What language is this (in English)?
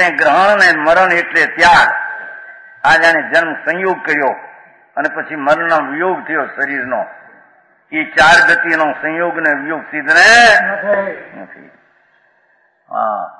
Gujarati